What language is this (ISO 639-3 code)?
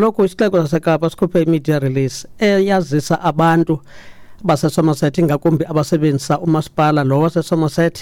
xho